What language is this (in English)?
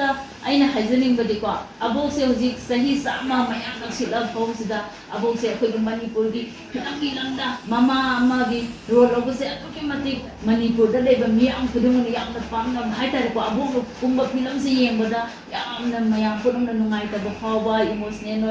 Manipuri